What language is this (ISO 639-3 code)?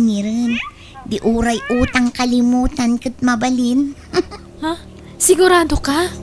ilo